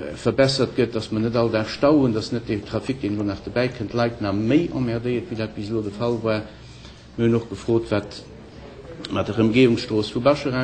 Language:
Luxembourgish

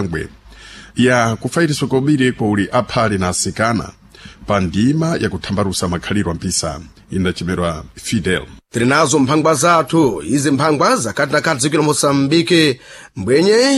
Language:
Sena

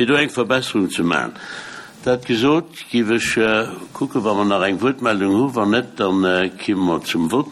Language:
Luxembourgish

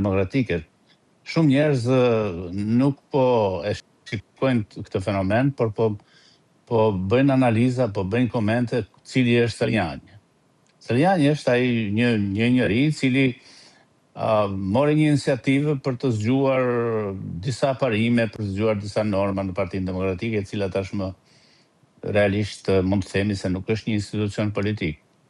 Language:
Albanian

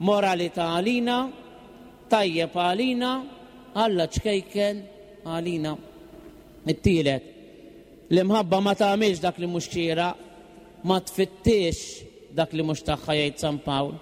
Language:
Maltese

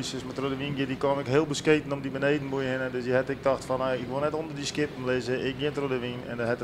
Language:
Western Frisian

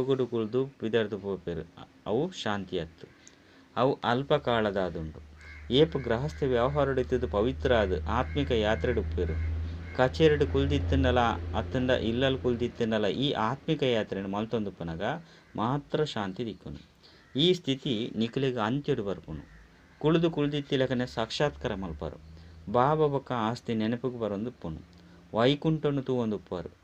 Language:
Tulu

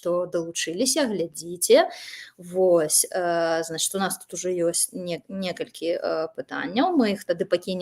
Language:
Belarusian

